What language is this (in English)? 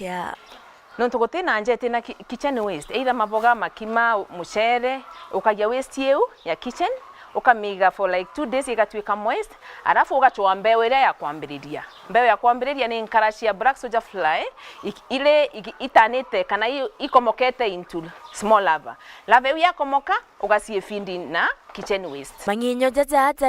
Meru